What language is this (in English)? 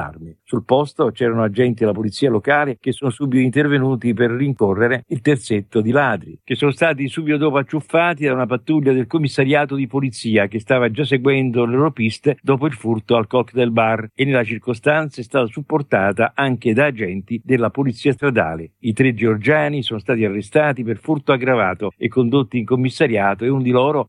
Italian